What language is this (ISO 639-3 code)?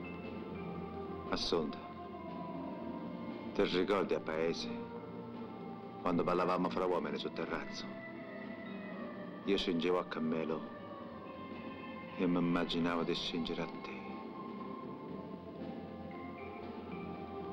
ita